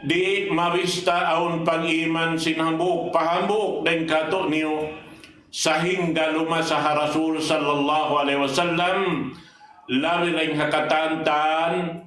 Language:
Tausug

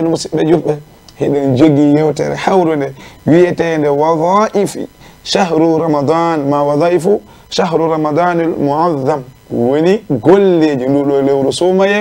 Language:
Fula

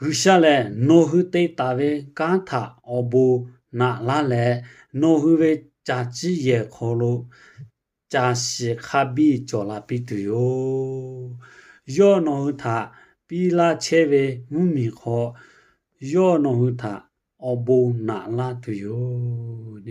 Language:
Lahu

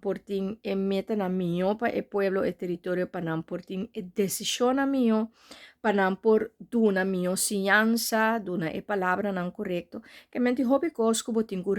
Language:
Papiamento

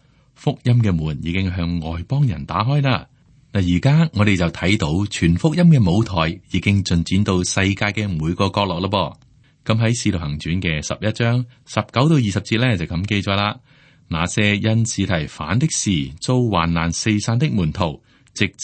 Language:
Cantonese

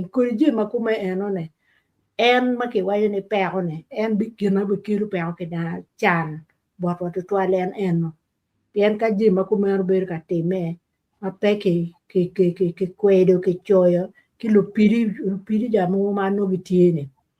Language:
Acoli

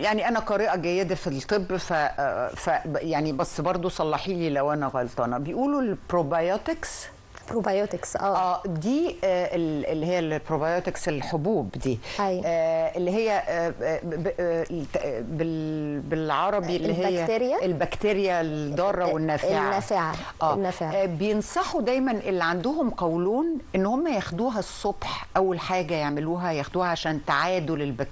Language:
Egyptian Arabic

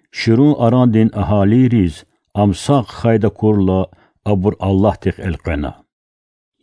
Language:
Lezghian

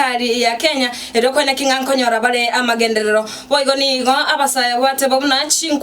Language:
Gusii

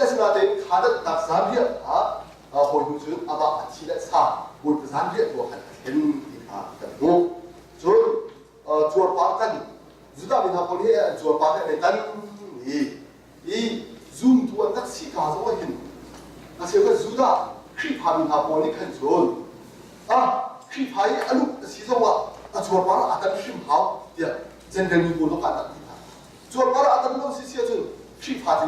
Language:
Hakha Chin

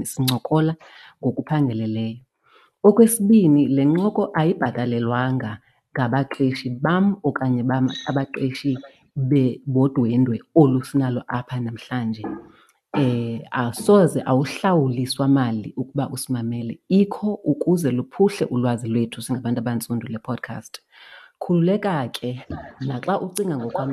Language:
Xhosa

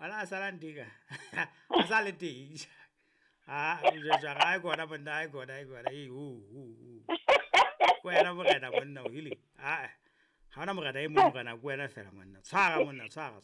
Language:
Southern Sotho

